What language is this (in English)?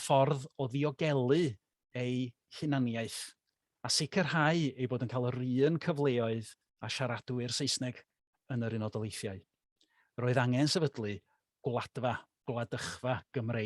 Welsh